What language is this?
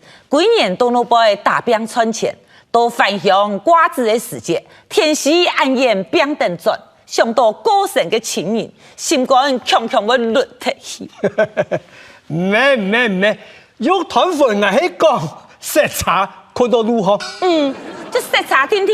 Hakka Chinese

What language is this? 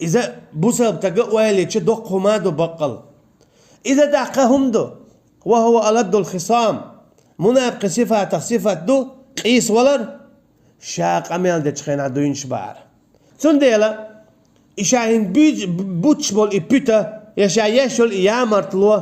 Chechen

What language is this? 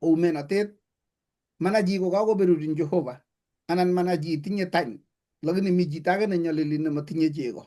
Kalenjin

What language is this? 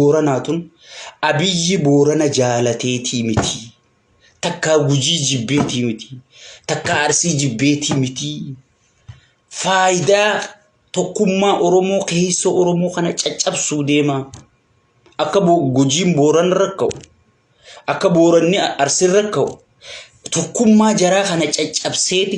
Oromo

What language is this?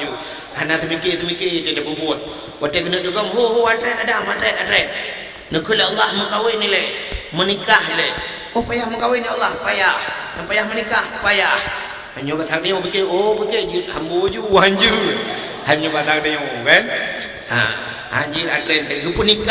Achinese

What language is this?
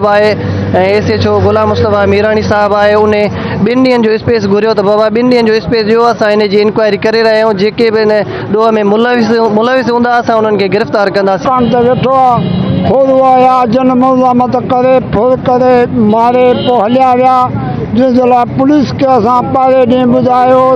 Sindhi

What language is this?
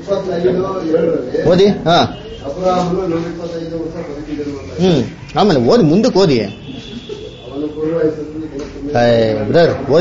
Kannada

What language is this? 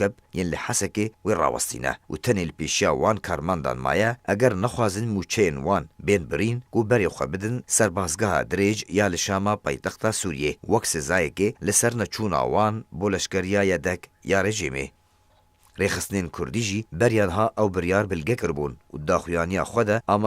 Kurdish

